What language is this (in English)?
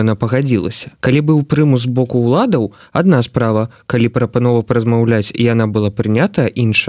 Belarusian